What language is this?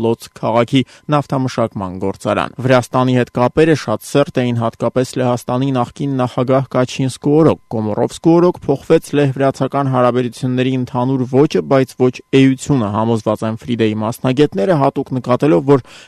Armenian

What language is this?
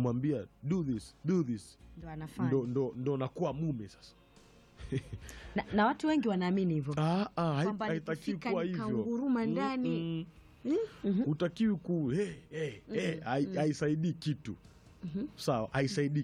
Swahili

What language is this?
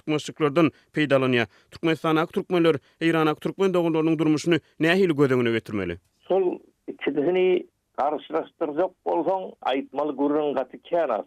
Turkmen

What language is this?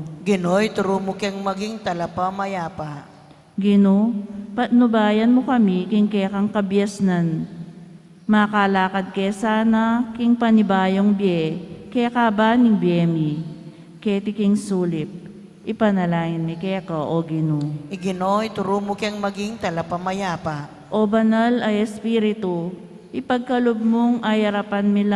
Pampanga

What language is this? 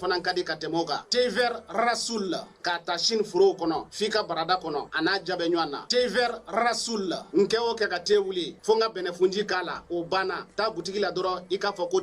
Bambara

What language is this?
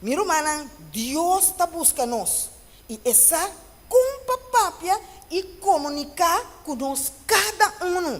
Papiamento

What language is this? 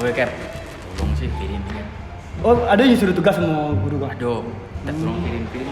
Minangkabau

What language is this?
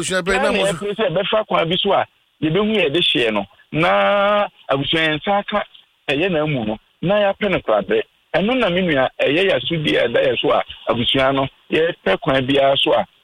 Akan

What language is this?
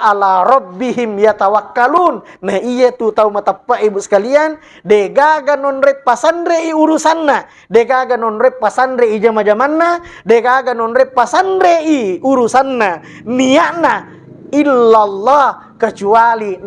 Buginese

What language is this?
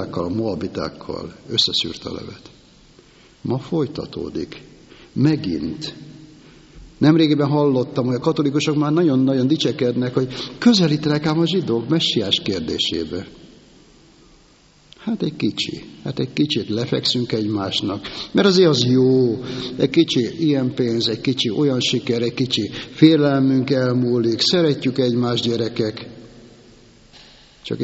Hungarian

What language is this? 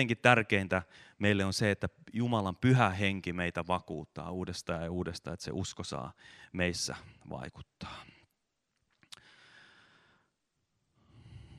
Finnish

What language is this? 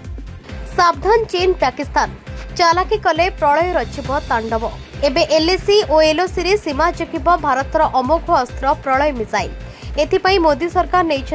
Odia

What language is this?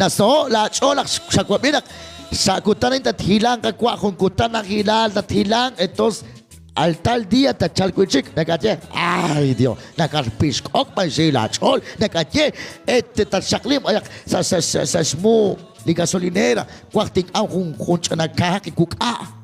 Kekchí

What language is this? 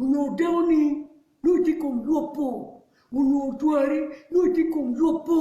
Acoli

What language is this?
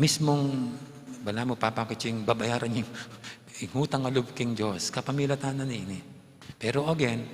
Pampanga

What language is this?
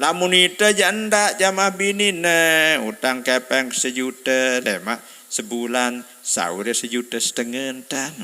Sasak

